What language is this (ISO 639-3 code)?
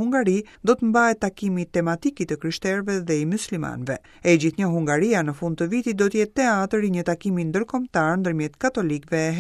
sqi